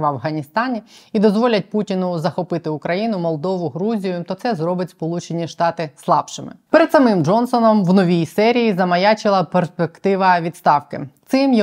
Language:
Ukrainian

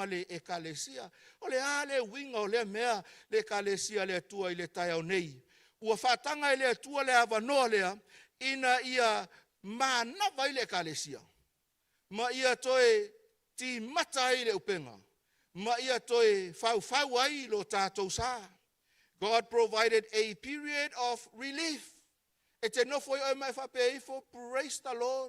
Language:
Samoan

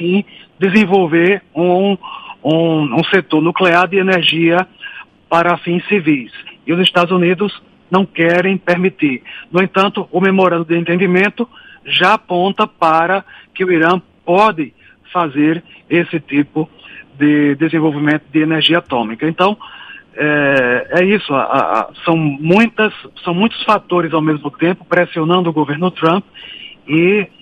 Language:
Portuguese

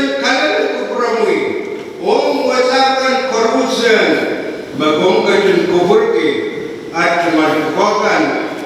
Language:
Pohnpeian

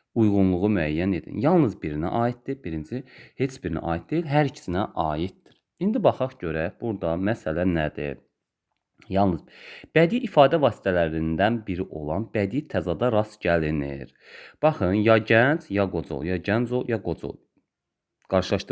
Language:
Azerbaijani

